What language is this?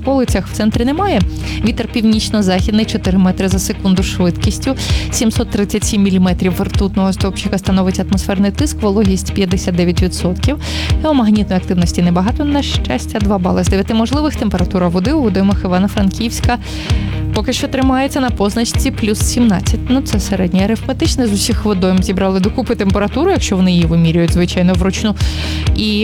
Ukrainian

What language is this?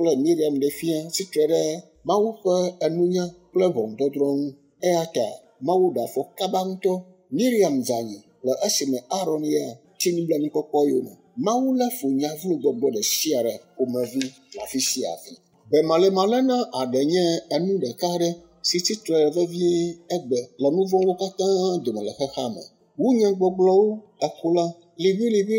Ewe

